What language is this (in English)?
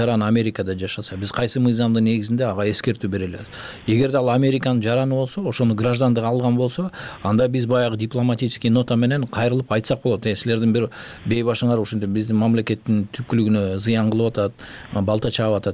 Kyrgyz